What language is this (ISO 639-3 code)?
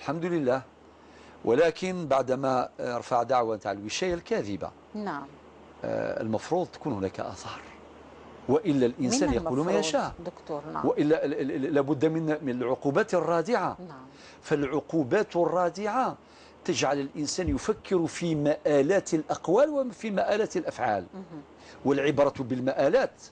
arq